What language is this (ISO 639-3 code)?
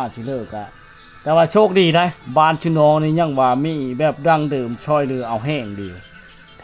lao